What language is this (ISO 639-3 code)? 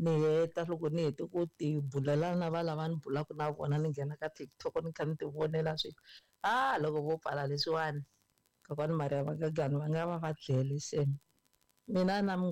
tso